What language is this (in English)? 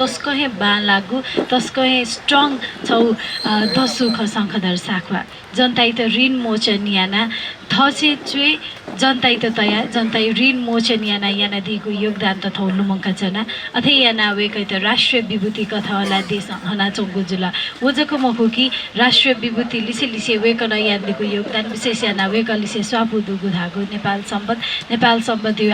Newari